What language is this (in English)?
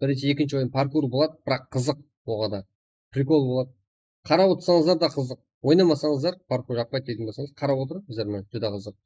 Kara-Kalpak